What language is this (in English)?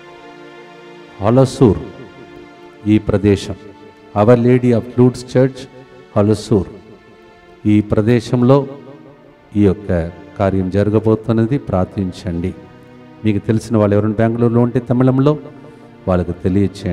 Telugu